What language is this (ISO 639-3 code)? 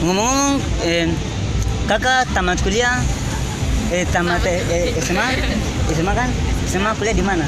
abs